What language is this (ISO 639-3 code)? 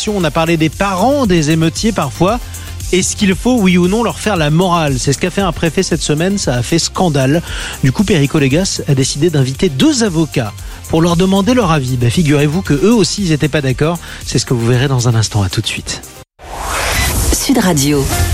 fra